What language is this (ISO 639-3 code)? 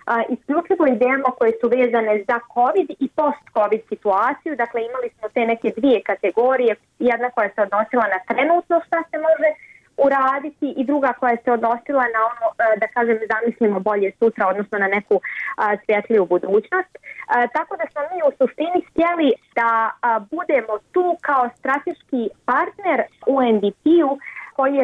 bos